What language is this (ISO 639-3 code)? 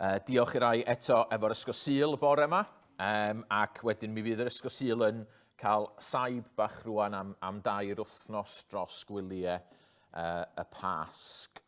cym